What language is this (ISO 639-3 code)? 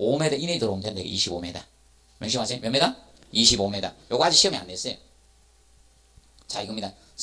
kor